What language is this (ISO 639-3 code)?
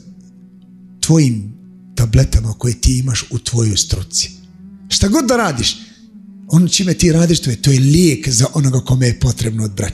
bos